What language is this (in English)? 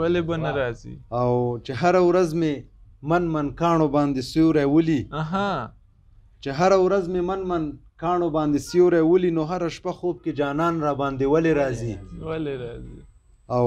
Pashto